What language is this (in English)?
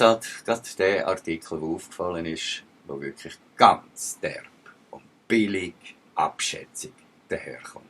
Swiss German